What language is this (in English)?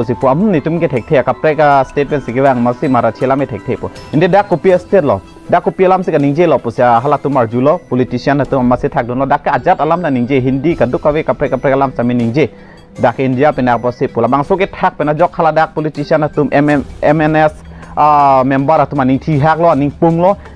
Karbi